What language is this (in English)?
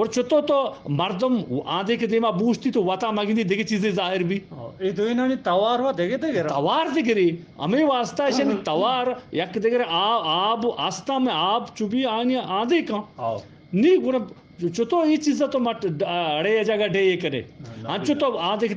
Eastern Balochi